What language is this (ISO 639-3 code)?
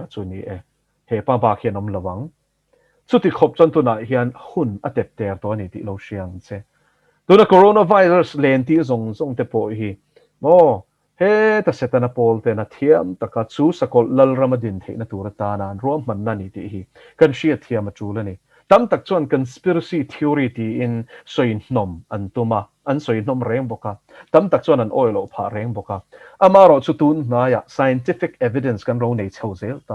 lus